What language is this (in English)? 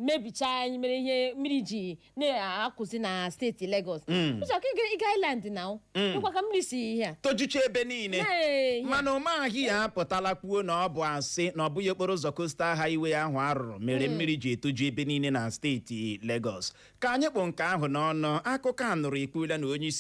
Igbo